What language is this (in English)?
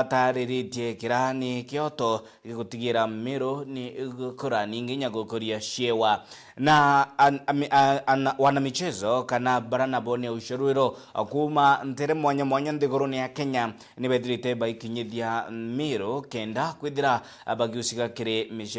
Meru